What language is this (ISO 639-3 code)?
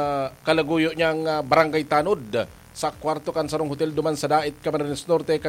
bik